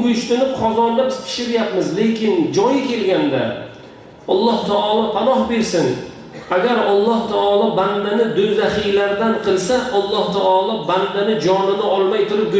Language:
Uzbek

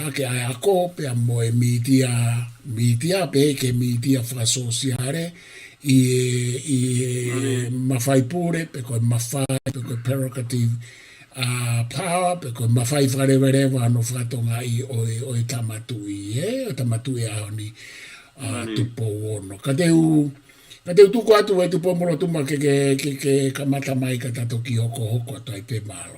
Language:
Tongan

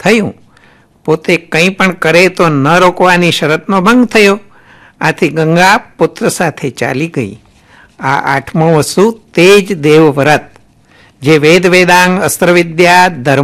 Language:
Gujarati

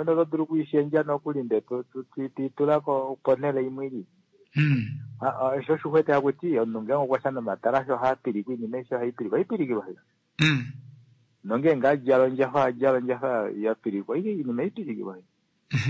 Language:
Kuanyama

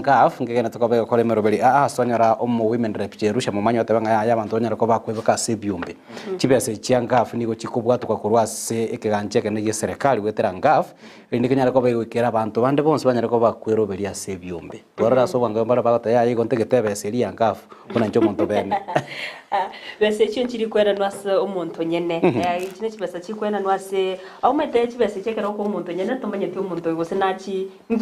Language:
Gusii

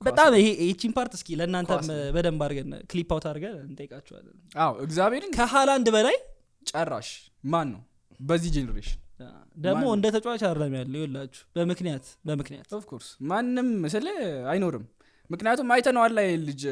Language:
Amharic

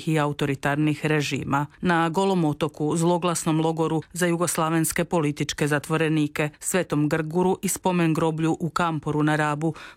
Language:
Croatian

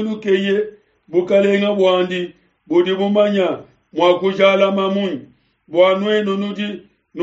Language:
Luba-Lulua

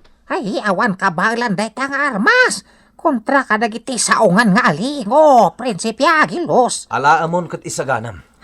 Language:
Iloko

